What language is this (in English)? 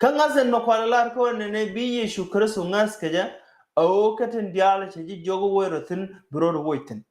Nuer